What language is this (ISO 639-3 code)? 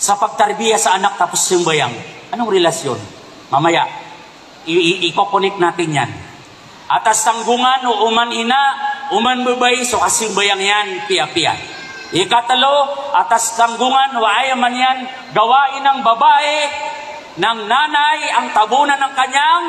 mrw